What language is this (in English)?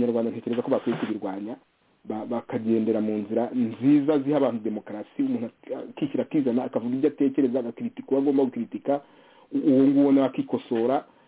Kinyarwanda